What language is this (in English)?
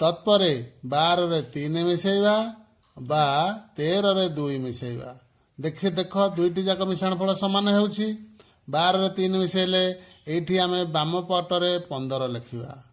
Odia